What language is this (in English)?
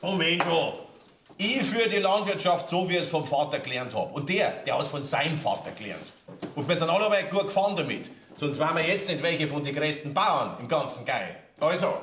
Bavarian